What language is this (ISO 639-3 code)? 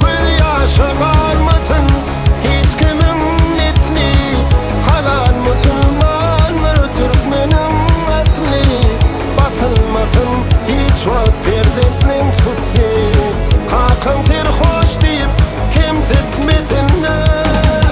tuk